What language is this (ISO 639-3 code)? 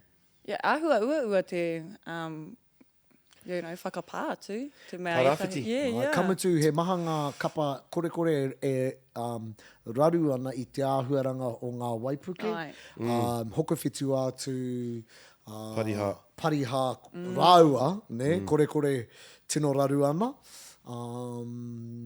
mri